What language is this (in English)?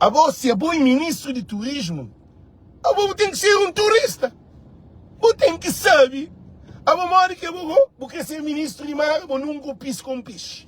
Kabuverdianu